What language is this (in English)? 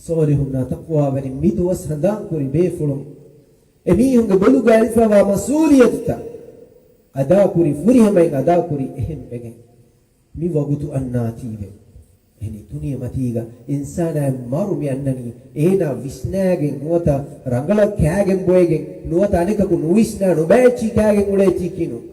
Divehi